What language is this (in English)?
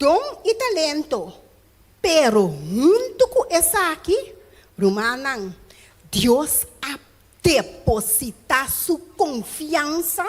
Papiamento